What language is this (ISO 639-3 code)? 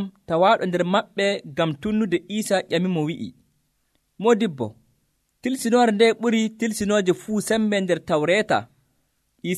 fuv